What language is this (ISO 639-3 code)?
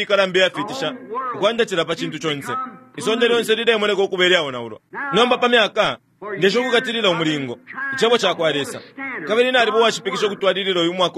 bem